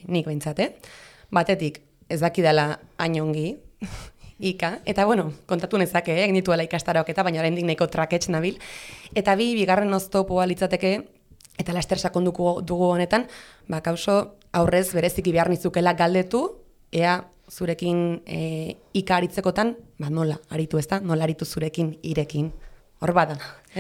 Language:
Basque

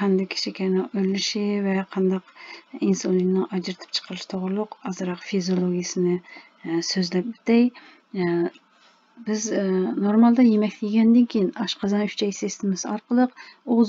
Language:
Uyghur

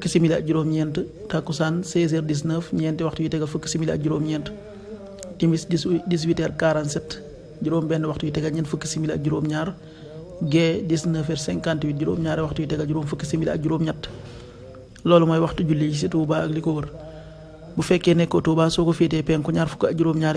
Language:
Wolof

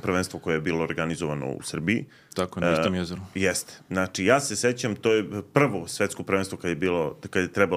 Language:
Serbian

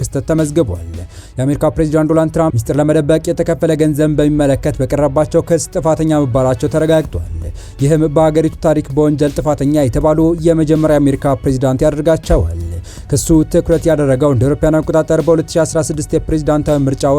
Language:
Amharic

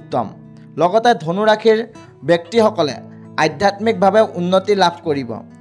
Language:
Assamese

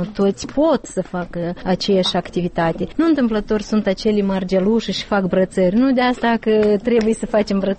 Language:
Romanian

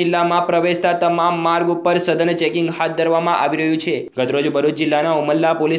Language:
Gujarati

